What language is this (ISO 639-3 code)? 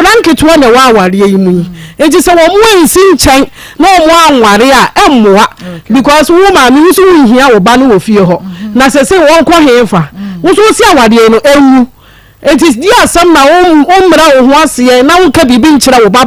aka